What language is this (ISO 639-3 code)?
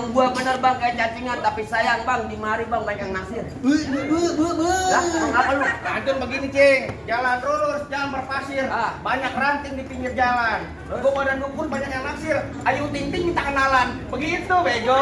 bew